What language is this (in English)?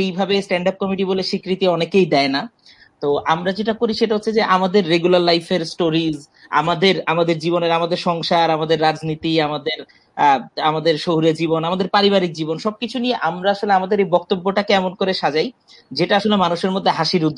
Bangla